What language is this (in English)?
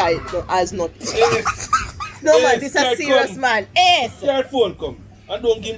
Jamaican Creole English